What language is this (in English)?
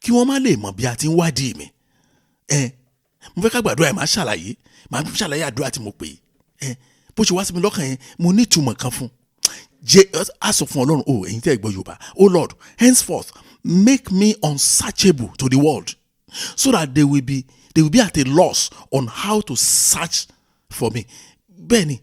Yoruba